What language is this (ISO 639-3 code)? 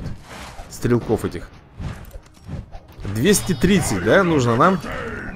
rus